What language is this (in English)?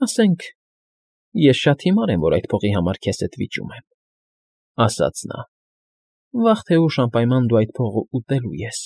Armenian